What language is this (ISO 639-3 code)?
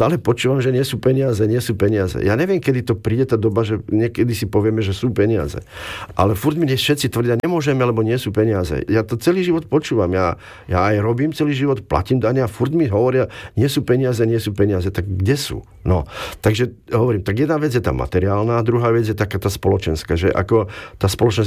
slk